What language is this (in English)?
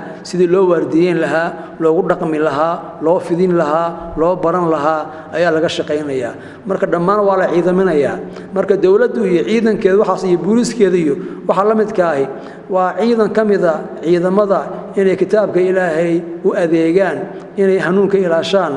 Somali